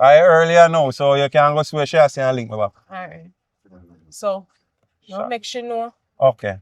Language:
Jamaican Creole English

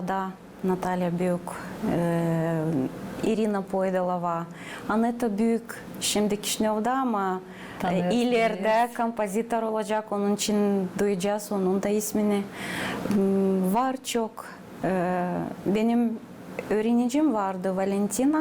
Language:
Gagauz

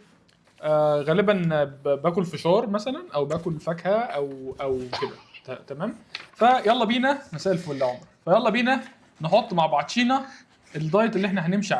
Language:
Egyptian Arabic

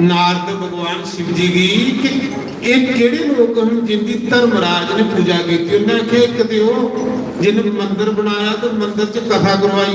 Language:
Dogri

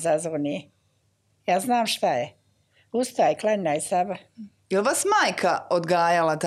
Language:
Bosnian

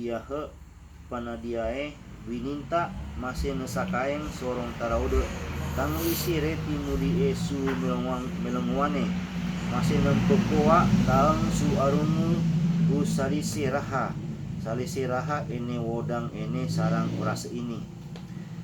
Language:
Sangir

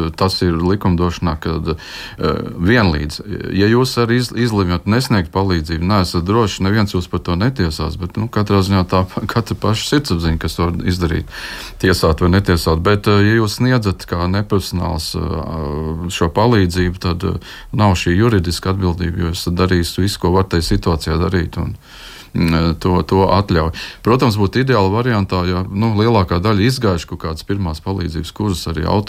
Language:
Latvian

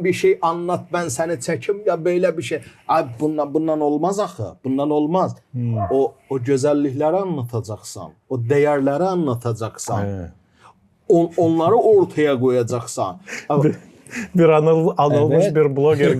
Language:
Gagauz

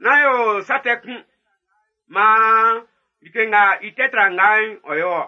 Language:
Baoulé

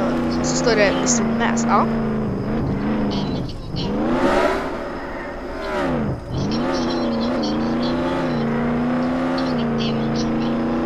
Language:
Swedish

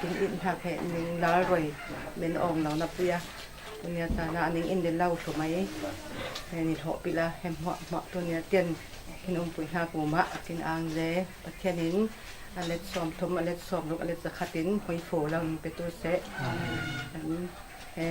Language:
Falam Chin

